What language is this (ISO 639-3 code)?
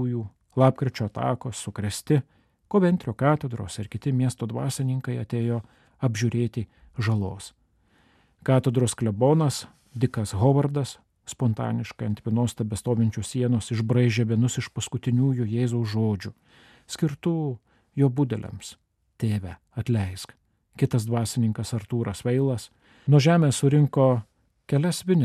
lit